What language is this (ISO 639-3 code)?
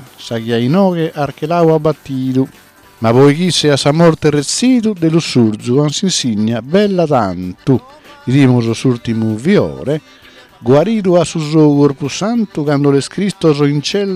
srd